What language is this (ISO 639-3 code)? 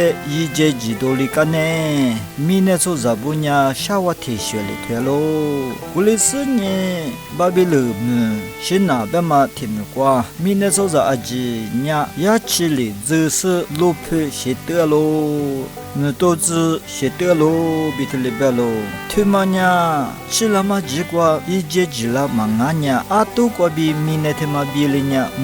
lis